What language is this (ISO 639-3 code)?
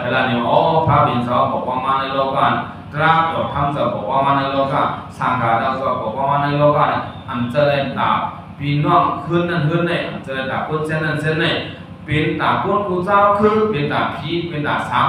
shn